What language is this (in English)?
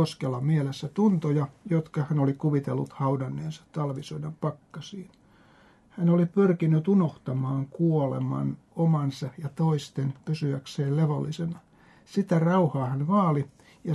Finnish